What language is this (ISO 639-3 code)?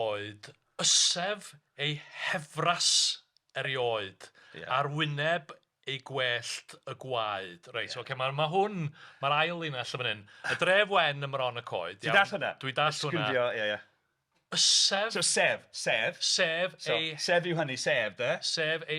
cym